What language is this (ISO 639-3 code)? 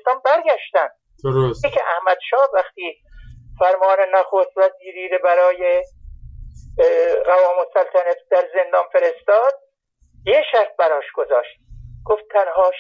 fas